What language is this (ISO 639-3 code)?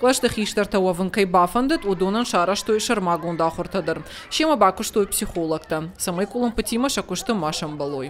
oss